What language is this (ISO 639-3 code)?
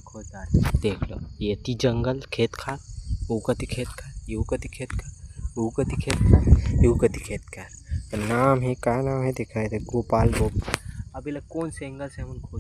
hne